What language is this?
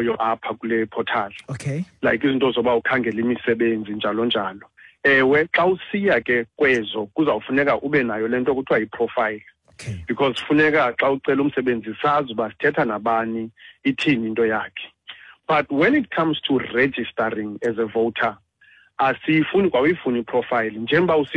Xhosa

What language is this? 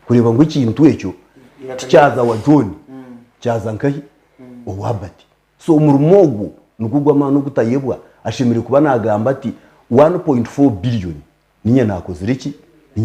Nyankole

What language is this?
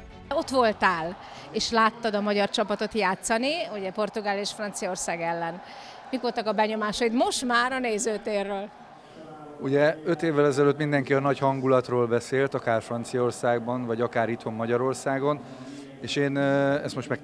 Hungarian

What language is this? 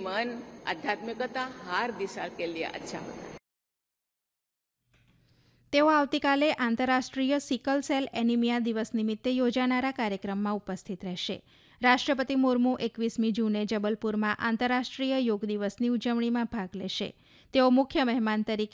Gujarati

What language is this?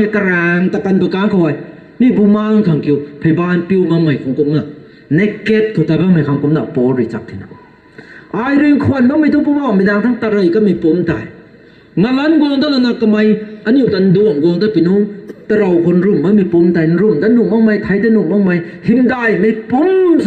Rongmei Naga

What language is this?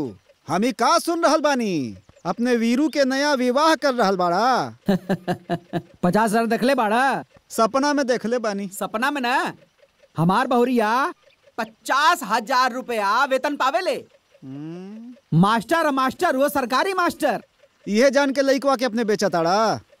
Bhojpuri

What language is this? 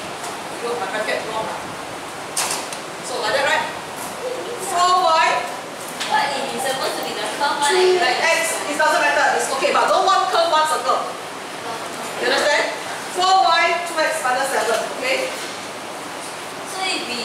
English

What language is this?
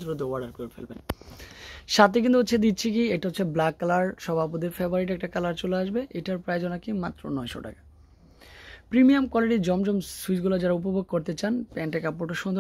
Bangla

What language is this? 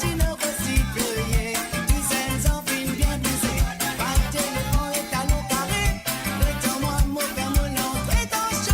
Morisyen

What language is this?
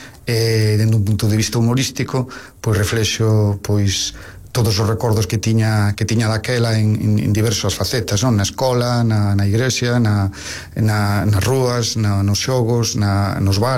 Galician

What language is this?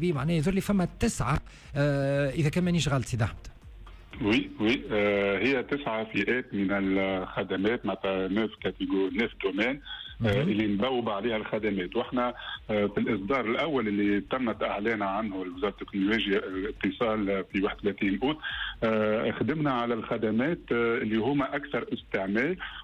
Tunisian Arabic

